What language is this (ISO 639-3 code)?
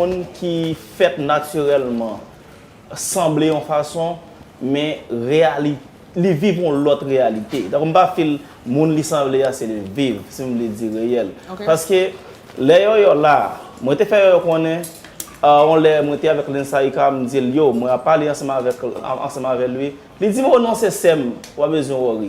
hat